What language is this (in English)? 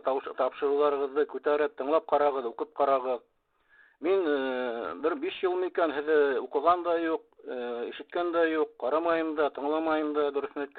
Bashkir